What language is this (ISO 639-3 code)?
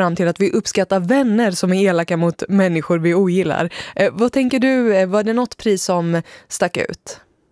swe